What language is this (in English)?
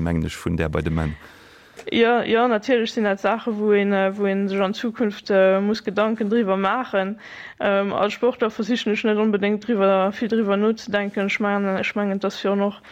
Luxembourgish